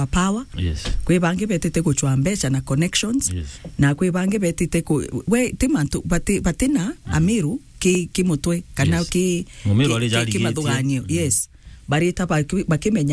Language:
Meru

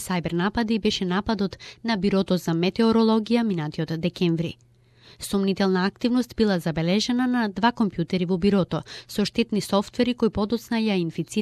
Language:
Macedonian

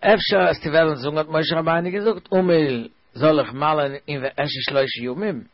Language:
Yiddish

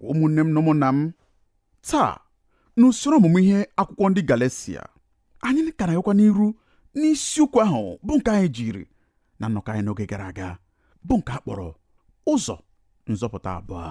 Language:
Igbo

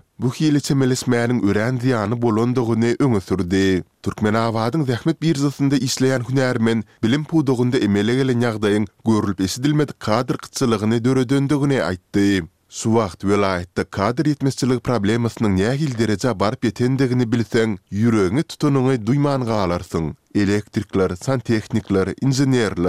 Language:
Turkmen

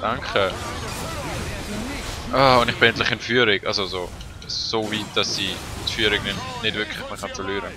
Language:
Swiss German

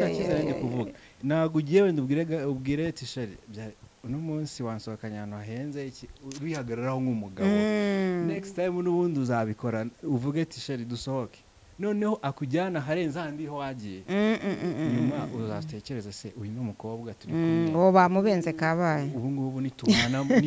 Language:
Kinyarwanda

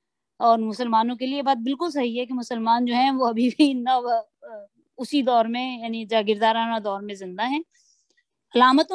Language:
Urdu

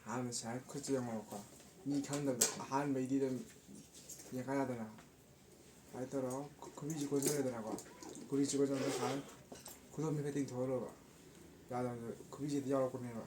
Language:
Manipuri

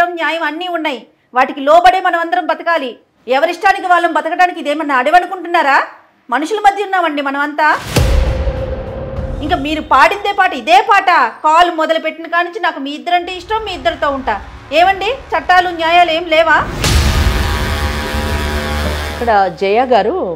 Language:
Telugu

